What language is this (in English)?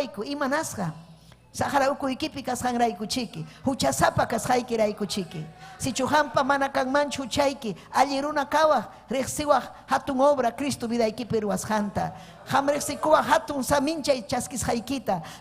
Ayacucho Quechua